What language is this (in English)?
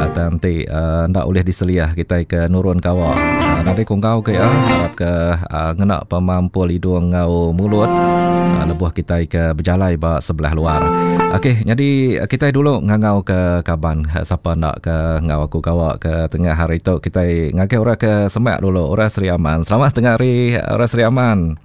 Iban